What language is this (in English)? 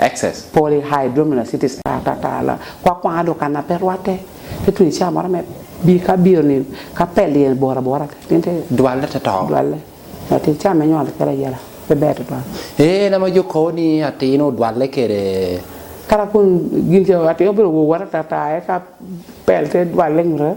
Lango (Uganda)